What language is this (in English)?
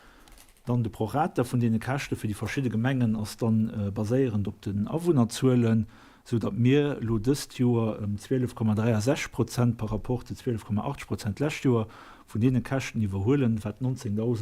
Luxembourgish